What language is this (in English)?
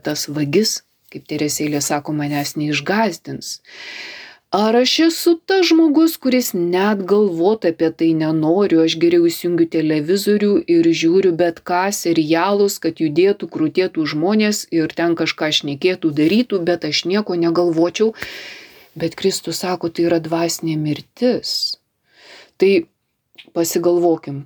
Lithuanian